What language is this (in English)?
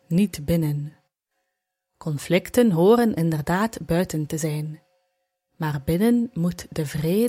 Dutch